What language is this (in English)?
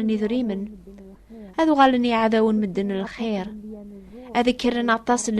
Kabyle